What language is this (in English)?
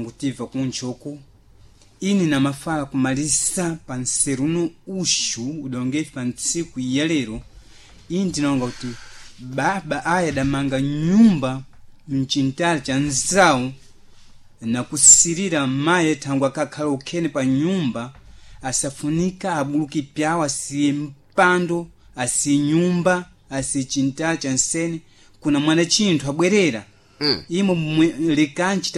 Sena